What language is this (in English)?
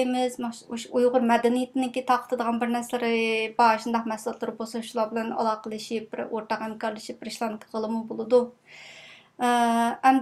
Uyghur